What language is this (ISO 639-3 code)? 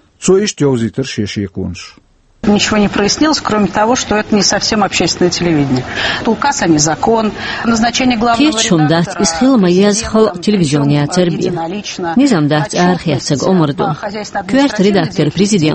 che